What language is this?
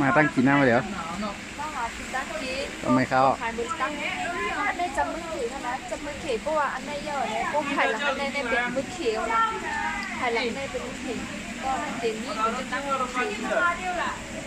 Shan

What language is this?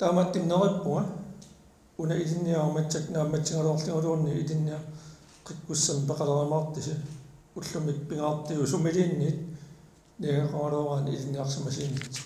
Kalaallisut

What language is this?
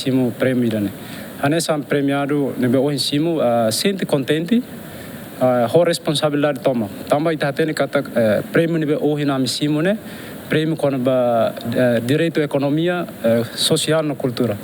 Tetum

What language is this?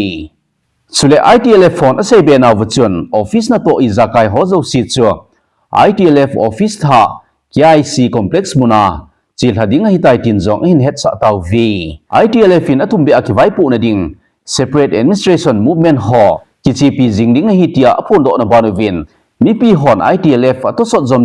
Thado Chin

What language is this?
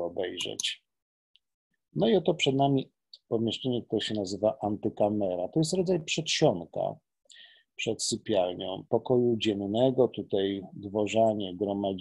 Polish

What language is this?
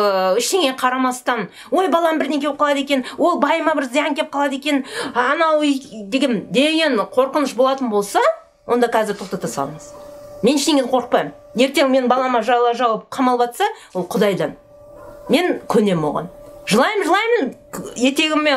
Kazakh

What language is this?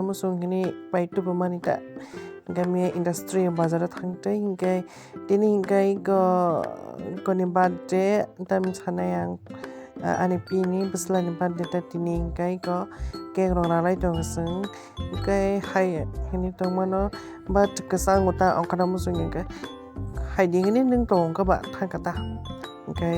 Kok Borok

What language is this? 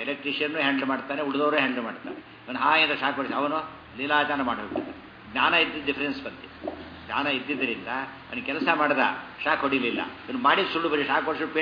Kannada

